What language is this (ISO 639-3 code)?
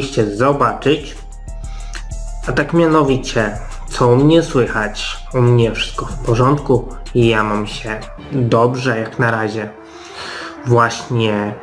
pol